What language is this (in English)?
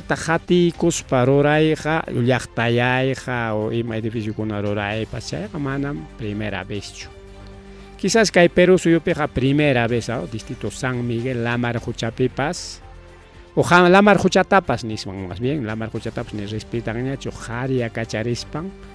Ayacucho Quechua